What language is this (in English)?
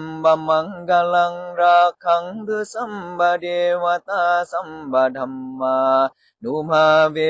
Pali